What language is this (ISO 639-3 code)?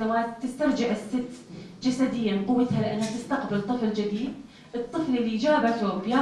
apc